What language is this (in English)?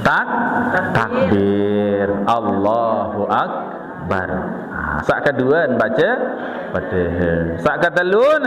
Sasak